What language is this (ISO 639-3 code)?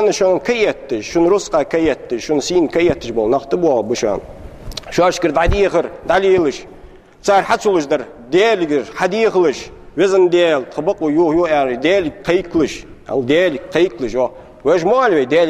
inh